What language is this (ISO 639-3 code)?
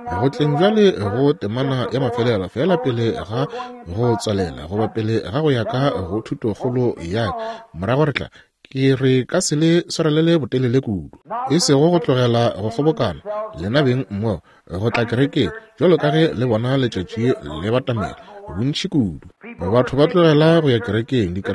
nso